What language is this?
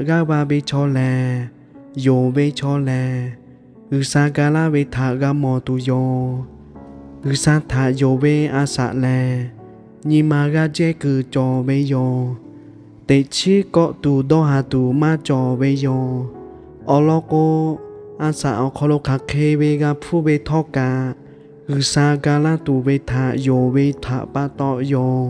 Lahu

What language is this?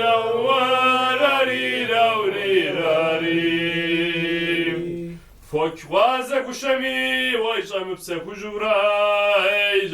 Kabardian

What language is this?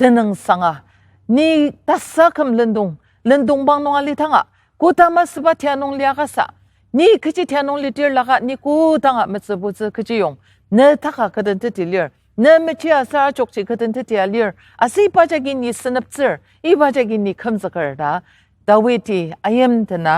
Ao Naga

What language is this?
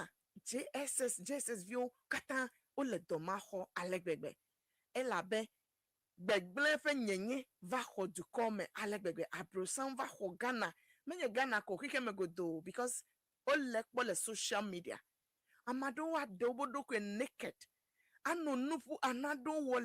Ewe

